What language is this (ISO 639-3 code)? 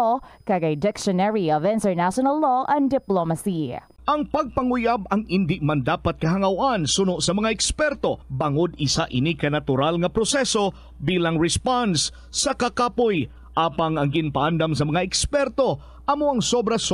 hil